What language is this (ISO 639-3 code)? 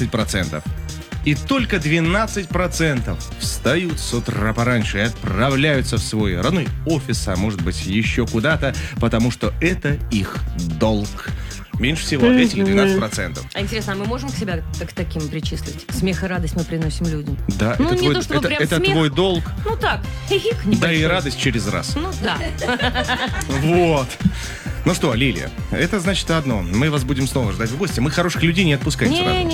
rus